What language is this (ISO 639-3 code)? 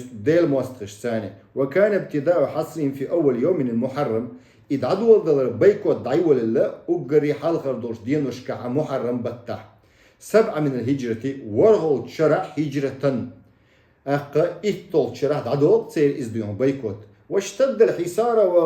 che